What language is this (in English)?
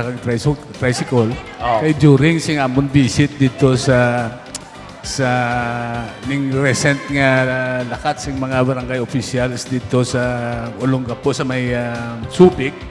Hiligaynon